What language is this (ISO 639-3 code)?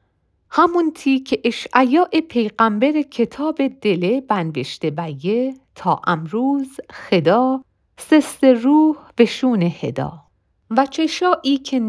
mzn